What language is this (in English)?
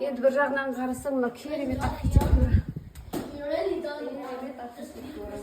Kazakh